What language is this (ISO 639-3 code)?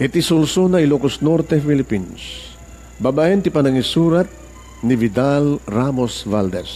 ilo